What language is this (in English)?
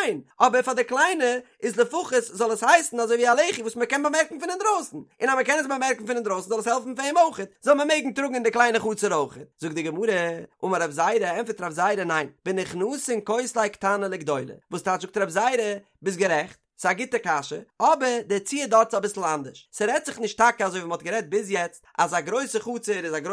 Yiddish